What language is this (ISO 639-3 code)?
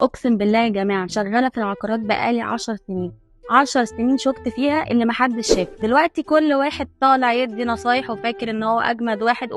arz